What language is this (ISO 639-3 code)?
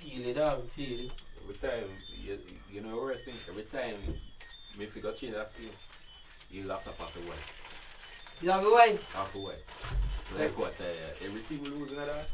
jam